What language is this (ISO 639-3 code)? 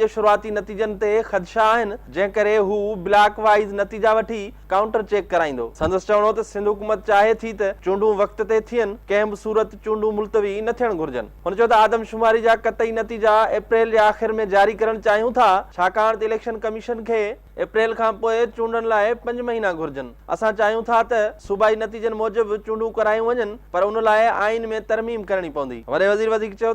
snd